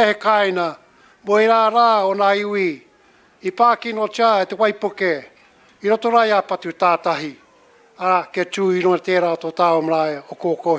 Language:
Māori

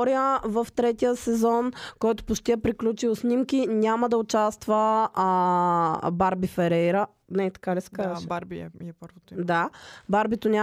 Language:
Bulgarian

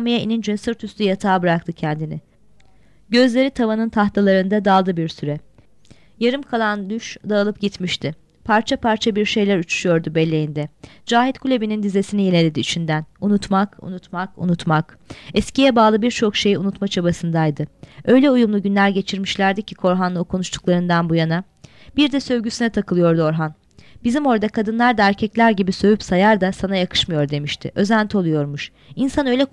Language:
Turkish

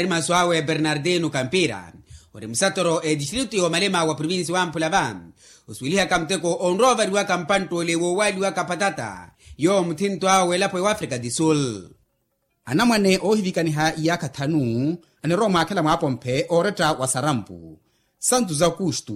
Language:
Makhuwa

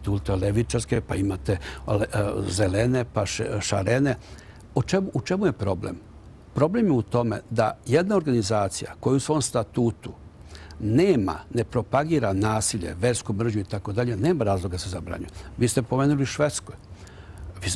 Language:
Serbian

